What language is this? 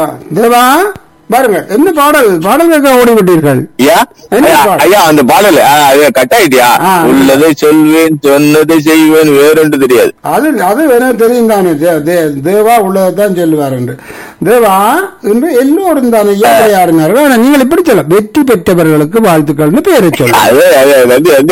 Tamil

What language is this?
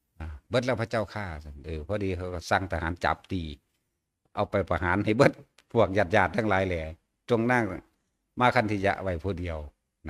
Northeastern Thai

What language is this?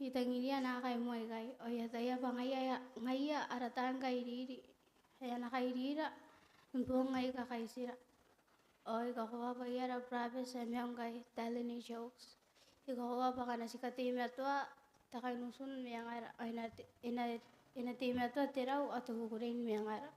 Gilbertese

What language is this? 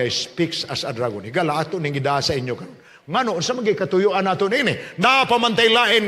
Cebuano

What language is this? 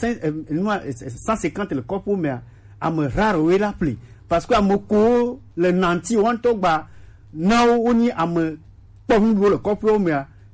Gen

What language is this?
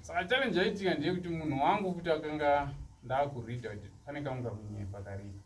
Shona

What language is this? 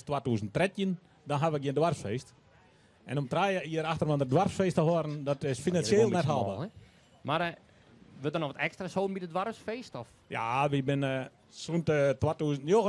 Western Frisian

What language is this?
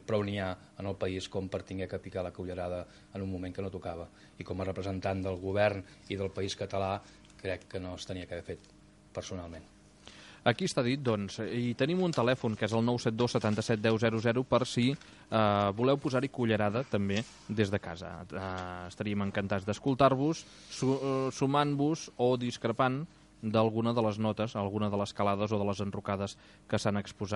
Catalan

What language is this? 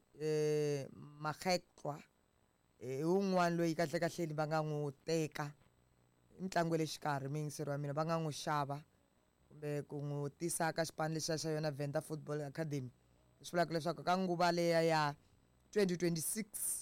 Tsonga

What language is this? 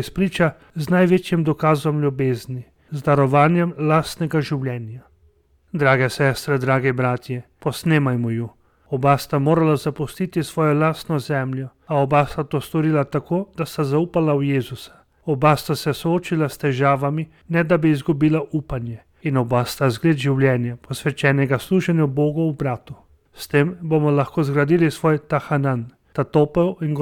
Slovenian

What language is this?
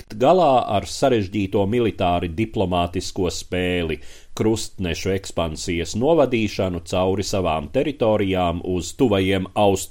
Latvian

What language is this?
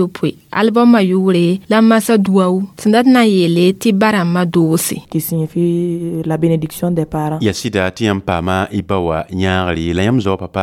Mossi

